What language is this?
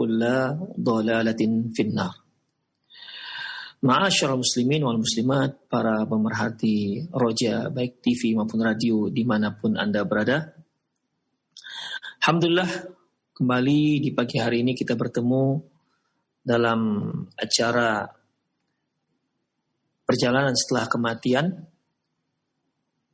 Indonesian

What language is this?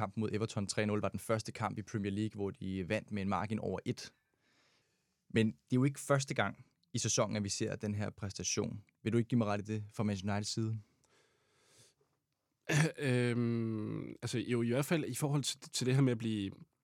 Danish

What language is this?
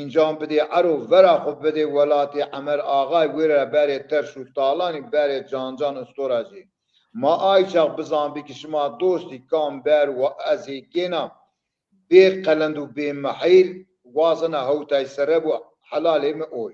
Zaza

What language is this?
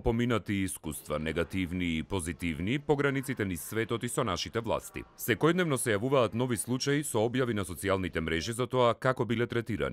Macedonian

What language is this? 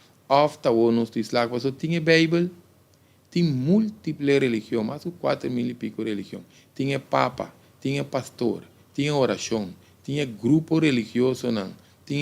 Papiamento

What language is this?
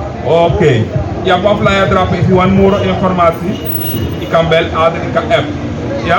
Sranan Tongo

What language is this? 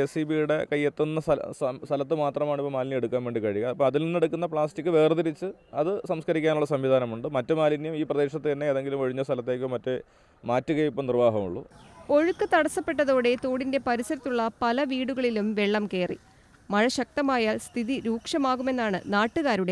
Malayalam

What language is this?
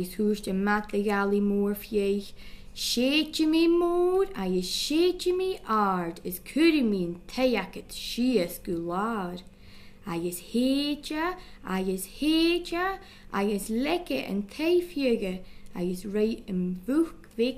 Scottish Gaelic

